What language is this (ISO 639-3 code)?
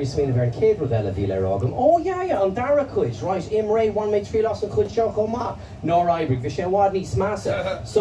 gle